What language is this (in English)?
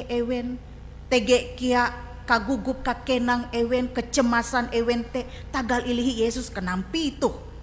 Ngaju